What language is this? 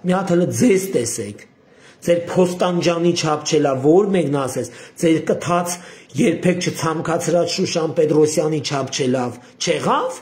Armenian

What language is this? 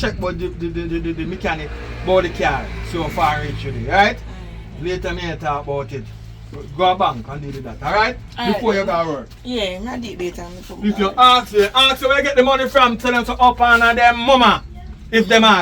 Jamaican Creole English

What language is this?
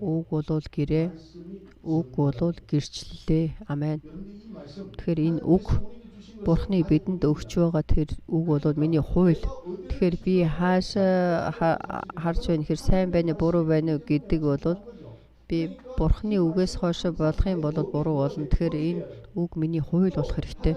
Mongolian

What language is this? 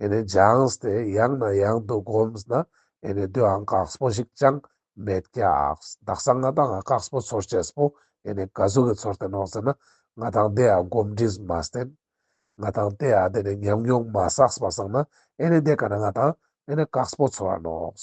Ladakhi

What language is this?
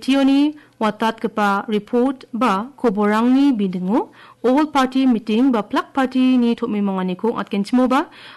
Garo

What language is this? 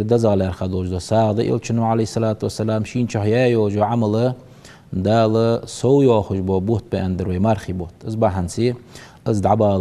Ingush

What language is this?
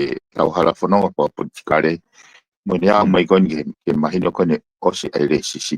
Tongan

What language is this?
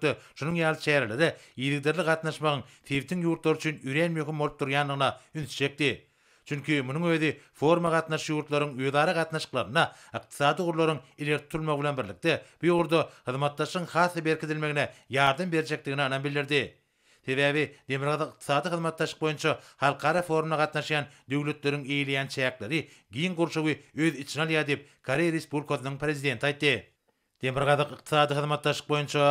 Turkmen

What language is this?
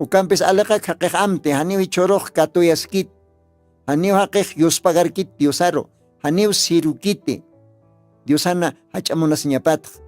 Aymara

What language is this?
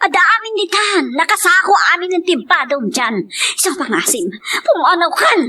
Iloko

